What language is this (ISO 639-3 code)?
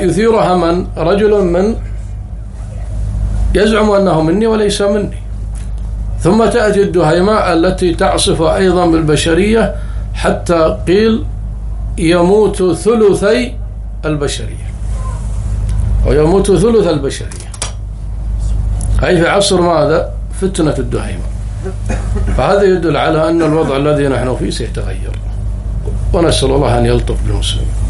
ara